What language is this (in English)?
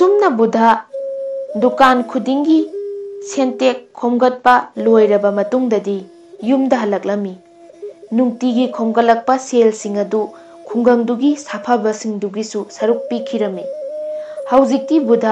Manipuri